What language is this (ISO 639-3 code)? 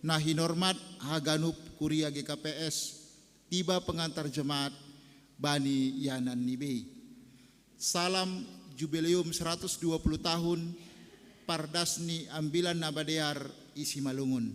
bts